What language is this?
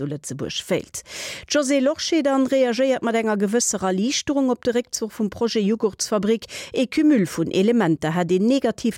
Luxembourgish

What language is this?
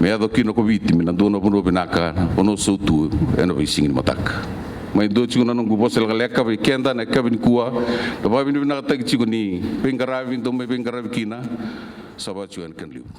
Fijian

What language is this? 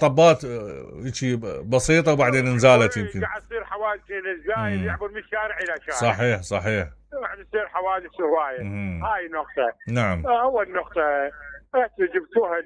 Mesopotamian Arabic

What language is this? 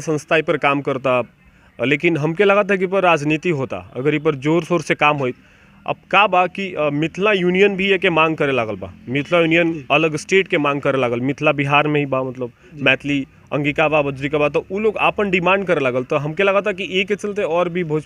Bhojpuri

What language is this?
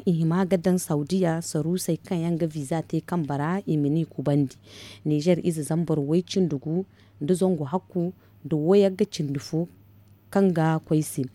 Zarma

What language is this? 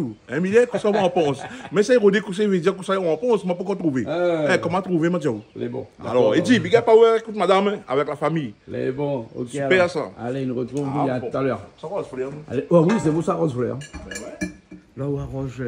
Réunion Creole French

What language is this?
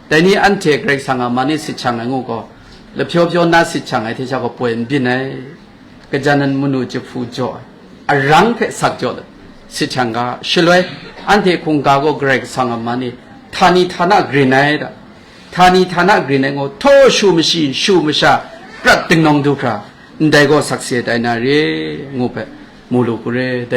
Kachin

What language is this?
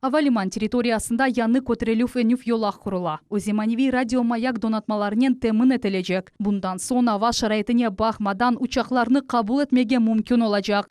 Crimean Tatar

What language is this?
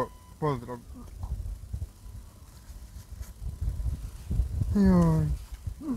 Croatian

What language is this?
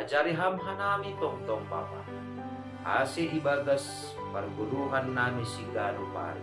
Batak Simalungun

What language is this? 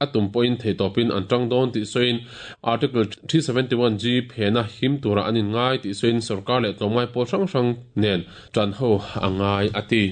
Mizo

